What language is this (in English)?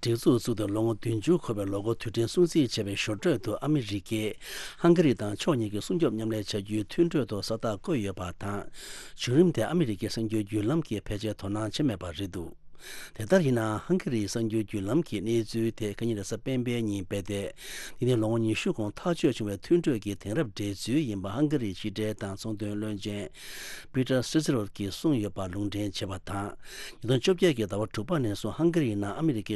Tibetan